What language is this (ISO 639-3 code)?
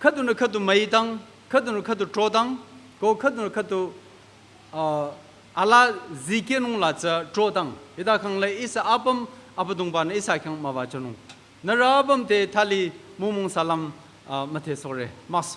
nsa